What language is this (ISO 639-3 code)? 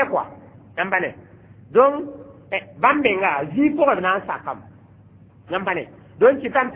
mos